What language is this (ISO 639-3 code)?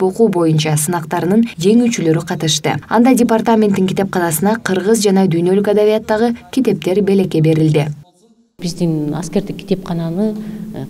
kir